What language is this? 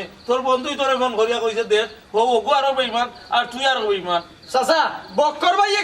Sylheti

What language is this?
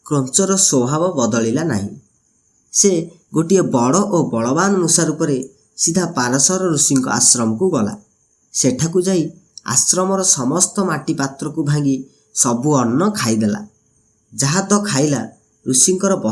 Odia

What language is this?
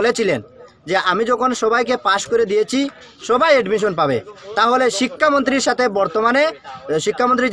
Bangla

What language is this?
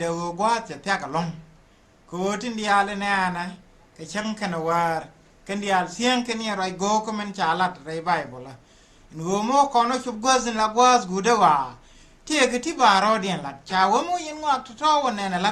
Nuer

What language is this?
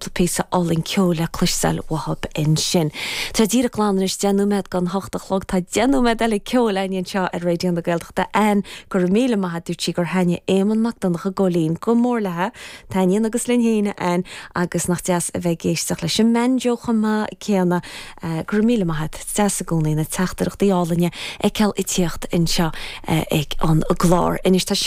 Irish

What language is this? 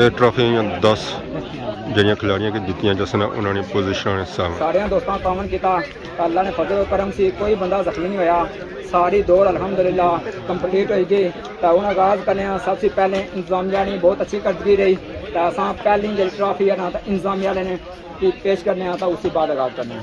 Pahari-Potwari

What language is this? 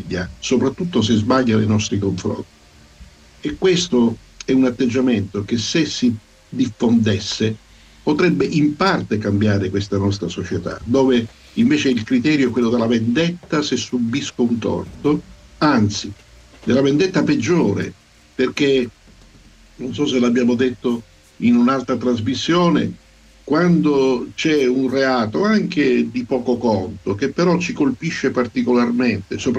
Italian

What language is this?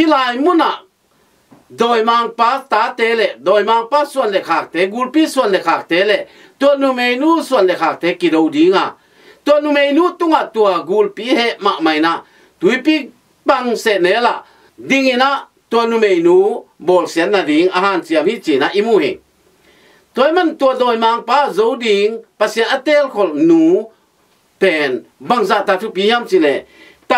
Tedim Chin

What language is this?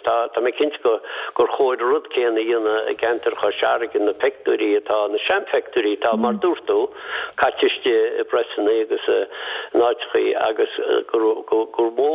Irish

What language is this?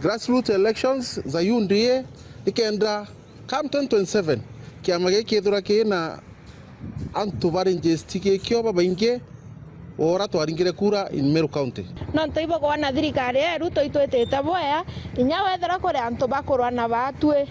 Meru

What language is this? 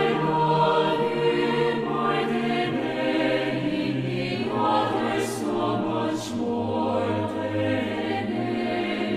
South Bolivian Quechua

